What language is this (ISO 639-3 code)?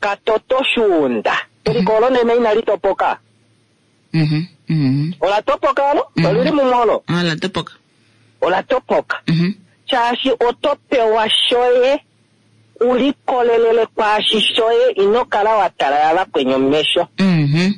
kua